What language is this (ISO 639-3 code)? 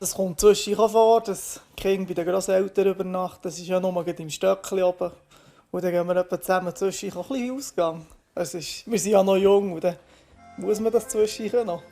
gsw